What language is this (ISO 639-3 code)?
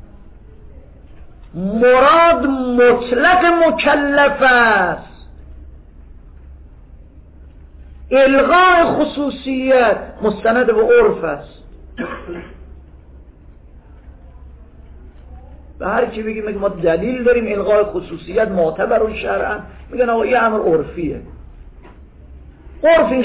fas